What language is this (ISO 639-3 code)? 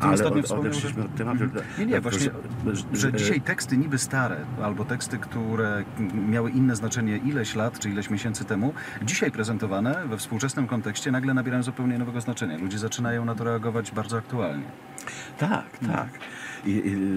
pol